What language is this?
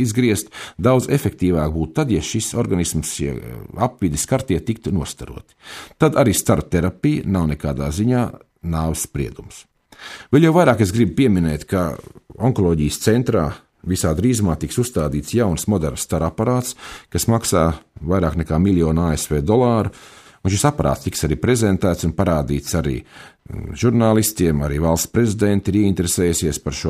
Latvian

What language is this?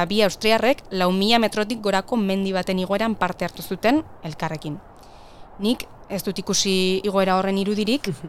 Basque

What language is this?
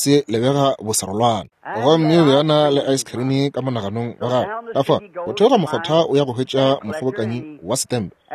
Northern Sotho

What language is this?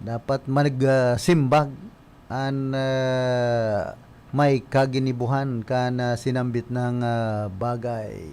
Bikol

